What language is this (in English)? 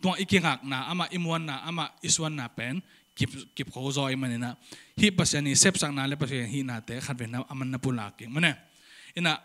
Tedim Chin